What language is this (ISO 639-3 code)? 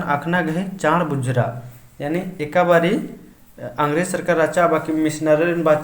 kru